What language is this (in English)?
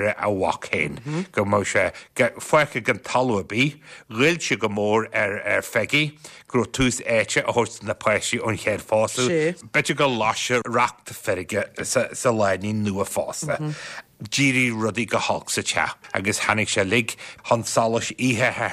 Irish